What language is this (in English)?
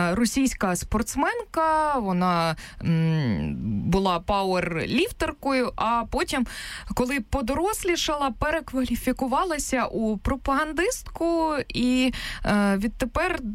Ukrainian